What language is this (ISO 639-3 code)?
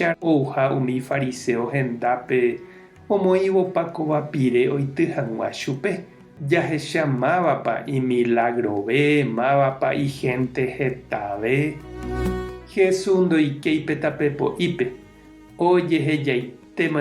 grn